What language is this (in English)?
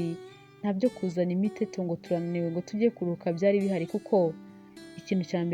Kinyarwanda